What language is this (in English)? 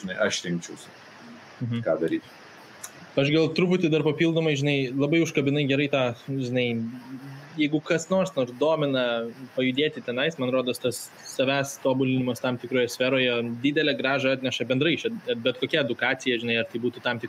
Lithuanian